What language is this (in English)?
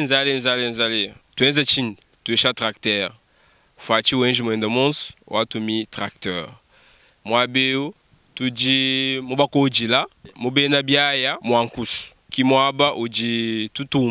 Luba-Lulua